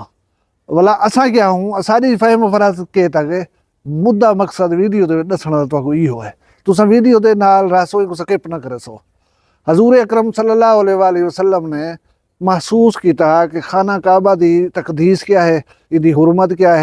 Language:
Saraiki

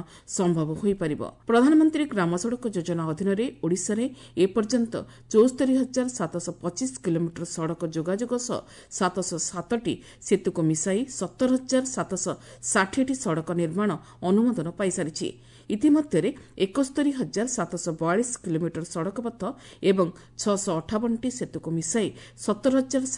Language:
Odia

